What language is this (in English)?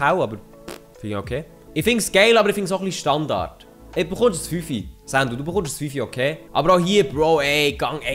Swiss German